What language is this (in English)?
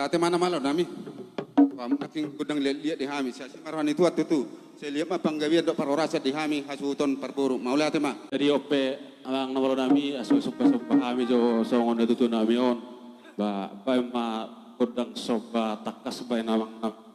Batak Toba